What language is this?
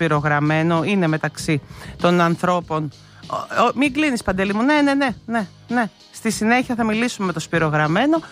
Greek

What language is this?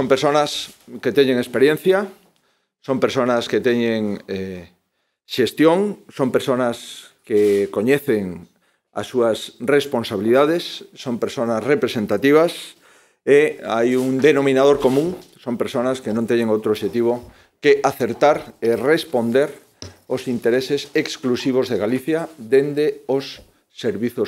Galician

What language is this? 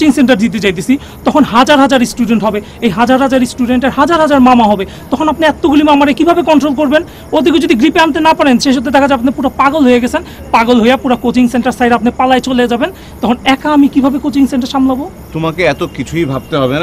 Bangla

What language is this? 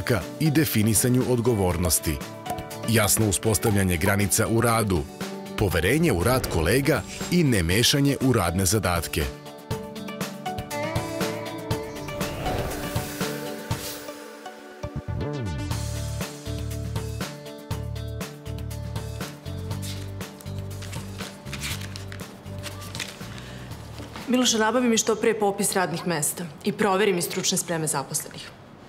Serbian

